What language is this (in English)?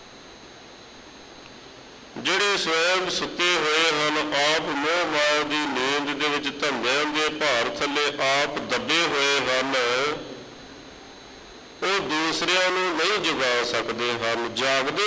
Punjabi